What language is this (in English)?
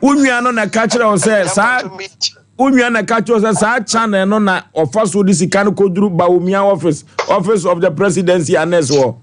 Akan